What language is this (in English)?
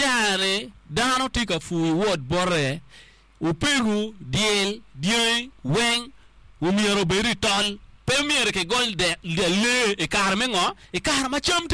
Acoli